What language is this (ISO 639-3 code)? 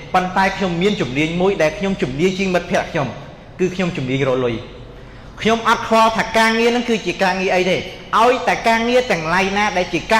khm